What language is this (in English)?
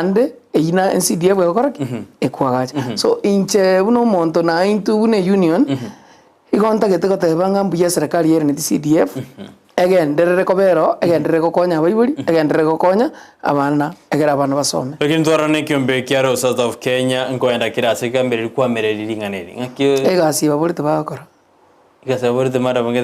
Gusii